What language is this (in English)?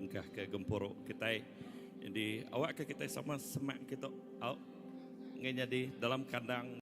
Iban